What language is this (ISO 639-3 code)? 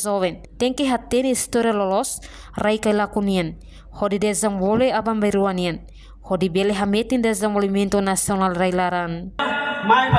tet